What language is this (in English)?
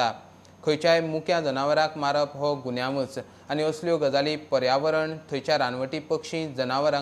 Konkani